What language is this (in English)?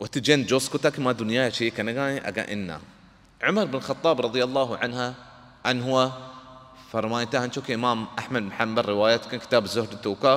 Baluchi